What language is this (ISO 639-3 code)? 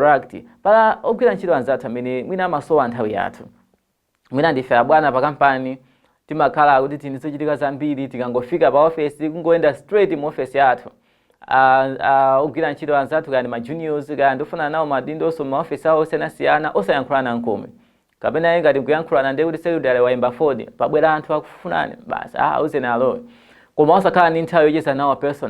nya